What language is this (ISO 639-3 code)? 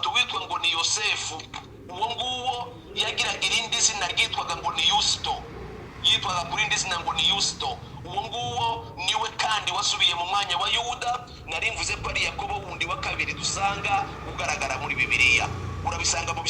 kin